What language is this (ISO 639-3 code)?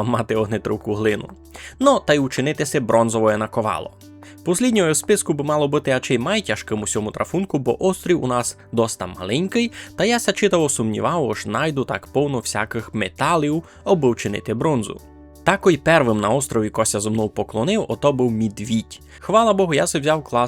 rue